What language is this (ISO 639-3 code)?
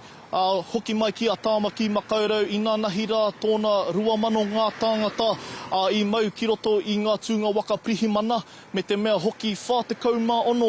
mri